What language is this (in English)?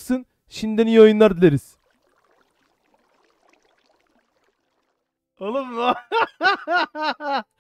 Turkish